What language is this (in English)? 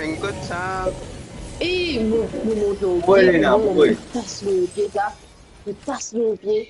Morisyen